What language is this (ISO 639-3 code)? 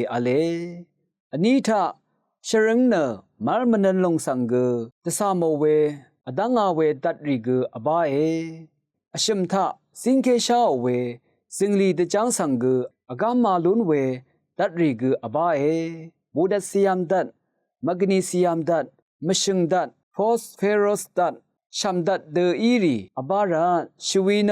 raw